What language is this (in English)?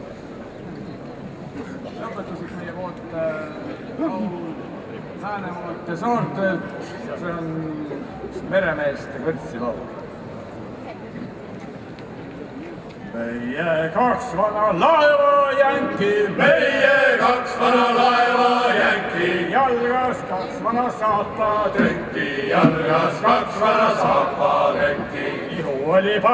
Estonian